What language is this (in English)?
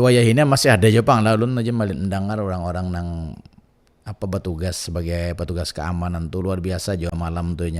Banjar